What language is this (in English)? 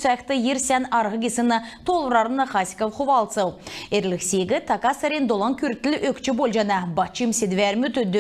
Kalmyk